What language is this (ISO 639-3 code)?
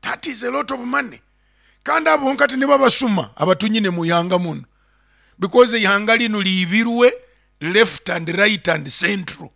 nyo